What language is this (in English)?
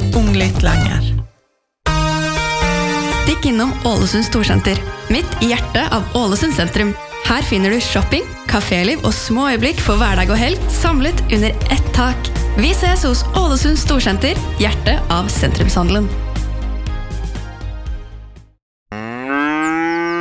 Norwegian